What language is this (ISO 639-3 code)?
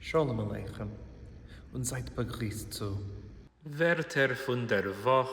yid